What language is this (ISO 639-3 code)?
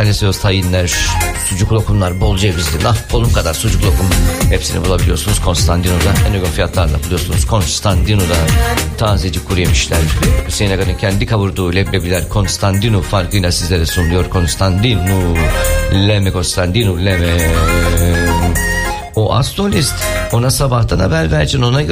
tur